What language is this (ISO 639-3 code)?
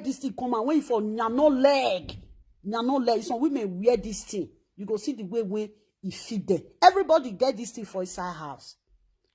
pcm